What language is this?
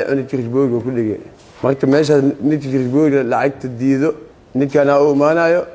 Somali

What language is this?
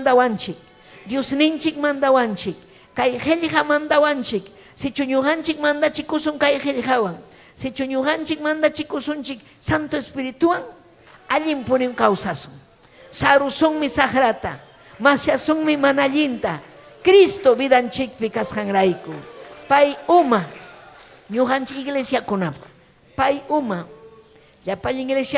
Ayacucho Quechua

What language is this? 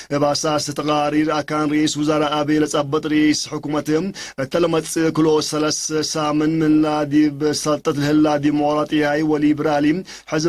Tigre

